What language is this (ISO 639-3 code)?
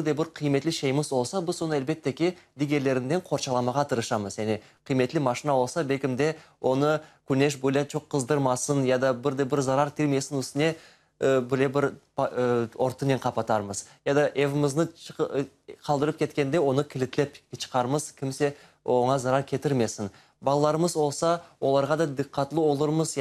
crh